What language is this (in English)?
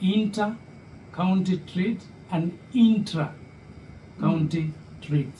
Kikuyu